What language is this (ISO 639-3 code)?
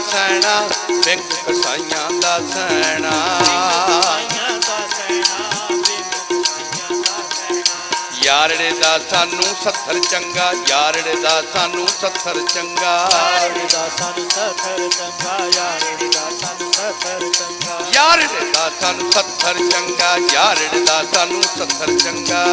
pan